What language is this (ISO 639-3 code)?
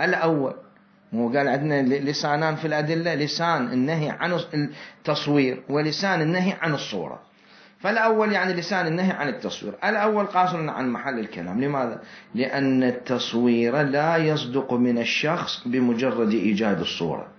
acm